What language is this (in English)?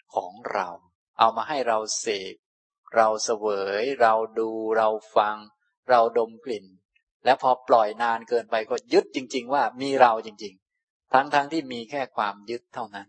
Thai